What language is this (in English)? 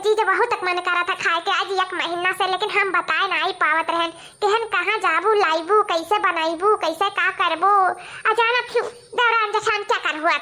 Awadhi